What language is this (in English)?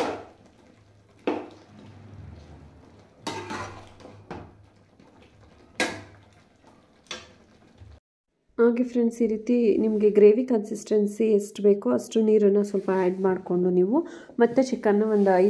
Kannada